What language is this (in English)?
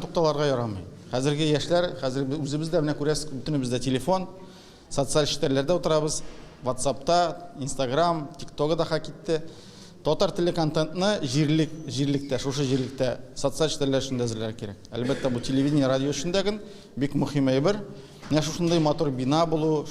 Tatar